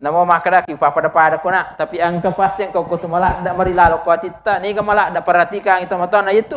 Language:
Buginese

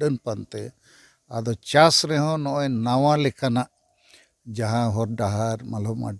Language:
Santali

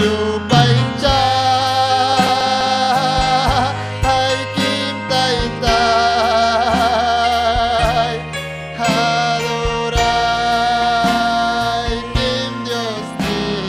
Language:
Ayacucho Quechua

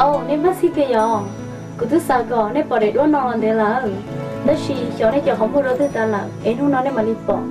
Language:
Hmong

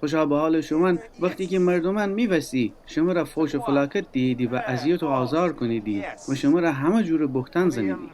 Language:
Gilaki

